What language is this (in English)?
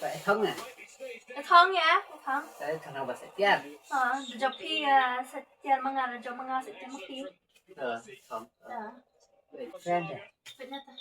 Khasi